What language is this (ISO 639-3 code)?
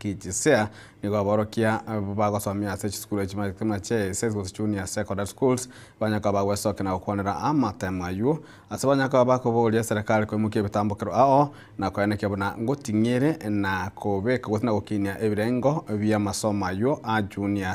guz